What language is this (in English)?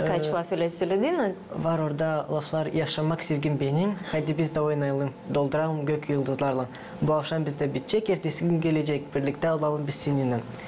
Gagauz